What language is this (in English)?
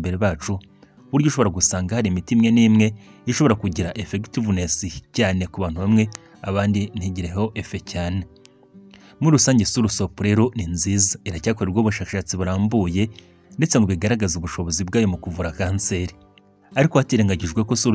Kinyarwanda